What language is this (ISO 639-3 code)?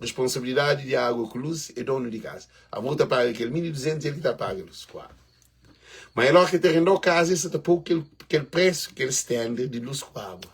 kea